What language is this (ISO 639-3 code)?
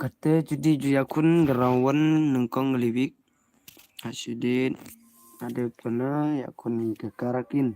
kha